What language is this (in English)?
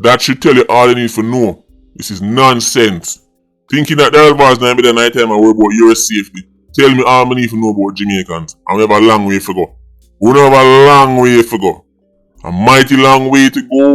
Jamaican Creole English